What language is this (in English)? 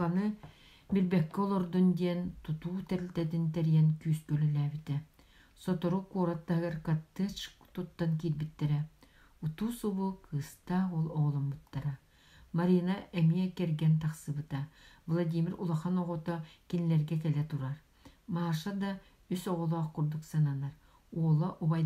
Yakut